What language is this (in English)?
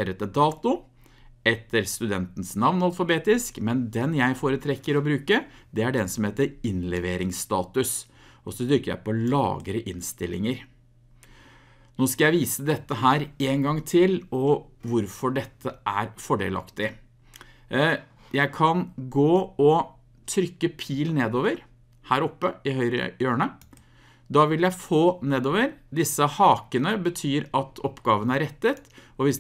Norwegian